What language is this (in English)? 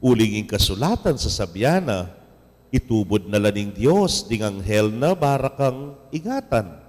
Pampanga